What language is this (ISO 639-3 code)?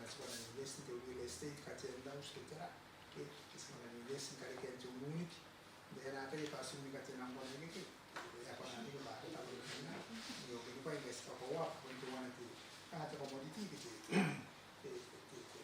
gil